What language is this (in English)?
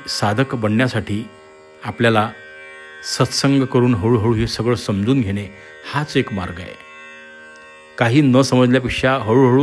Marathi